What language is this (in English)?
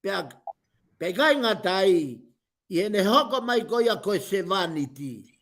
Tongan